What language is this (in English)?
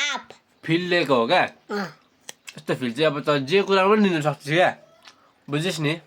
Nepali